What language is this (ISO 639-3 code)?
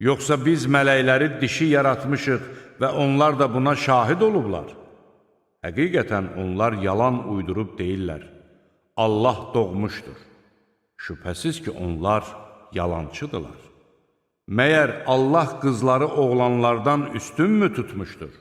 aze